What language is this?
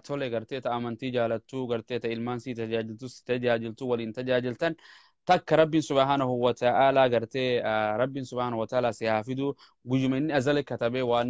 Oromo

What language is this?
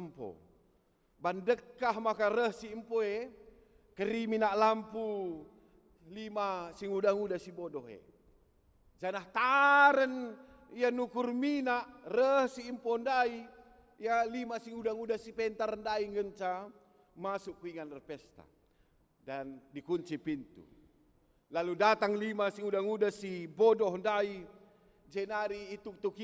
Batak Karo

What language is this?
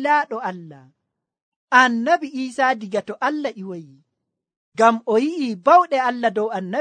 Nigerian Fulfulde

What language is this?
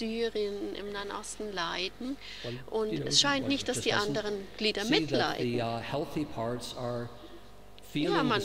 German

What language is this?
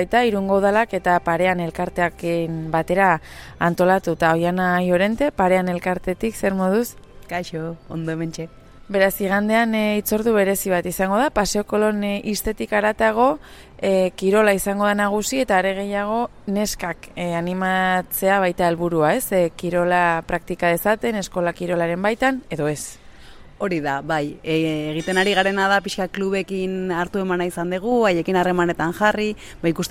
Basque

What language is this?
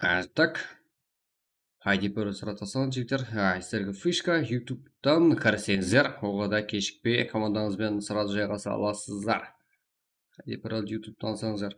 Kara-Kalpak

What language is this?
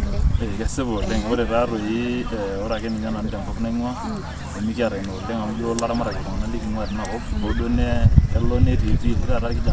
Masai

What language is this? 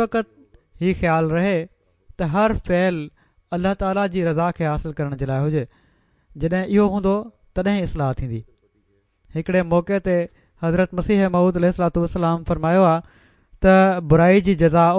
Sindhi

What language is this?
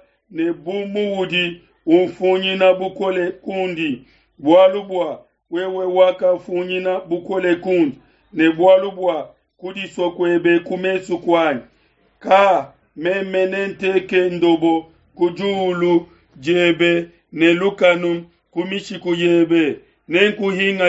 Luba-Lulua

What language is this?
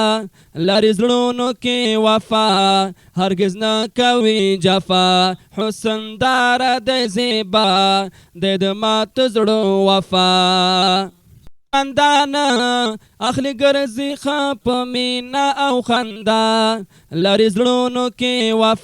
Pashto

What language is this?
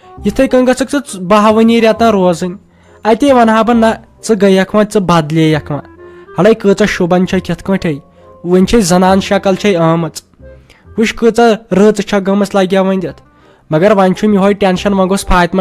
Kashmiri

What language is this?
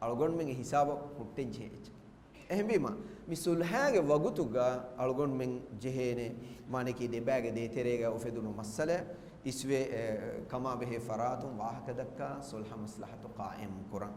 Divehi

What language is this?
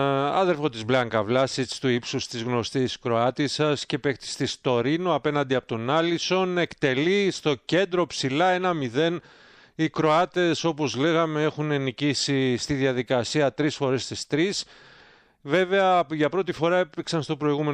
Greek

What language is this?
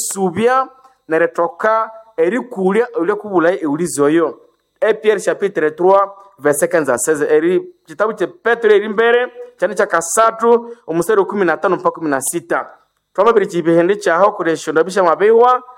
Nande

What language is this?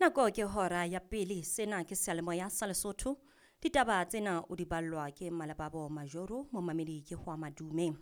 Southern Sotho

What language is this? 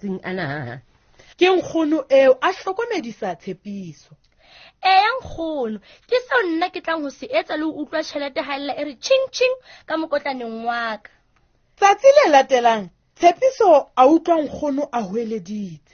Southern Sotho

